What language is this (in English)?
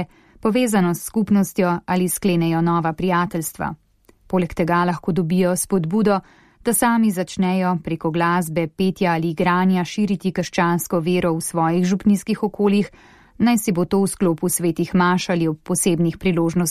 Slovenian